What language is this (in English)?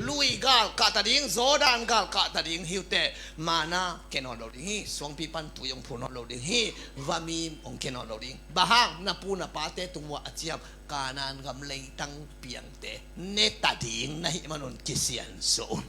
Tedim Chin